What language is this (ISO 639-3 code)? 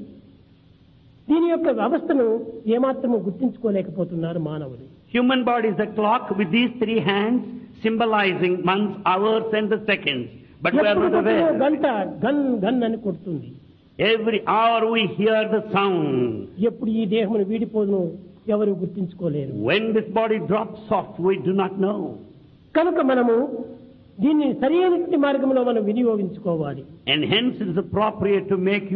tel